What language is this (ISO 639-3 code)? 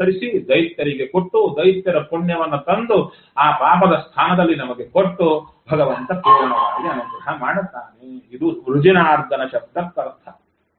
kan